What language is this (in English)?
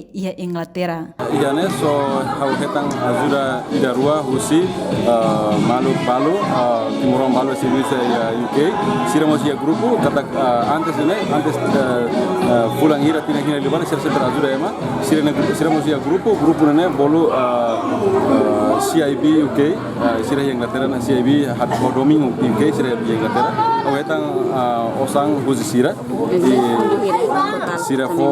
Tetum